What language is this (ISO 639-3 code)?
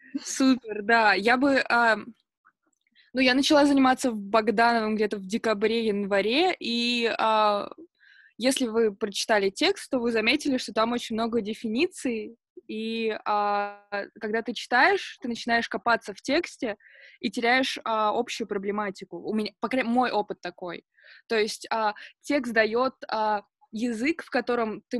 rus